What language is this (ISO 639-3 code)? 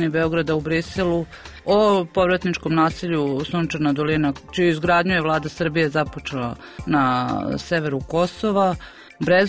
srp